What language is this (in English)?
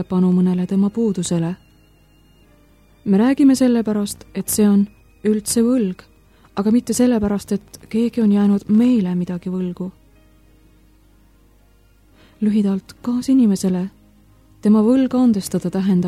Estonian